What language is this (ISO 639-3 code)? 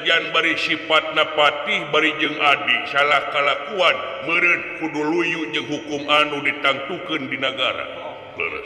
sun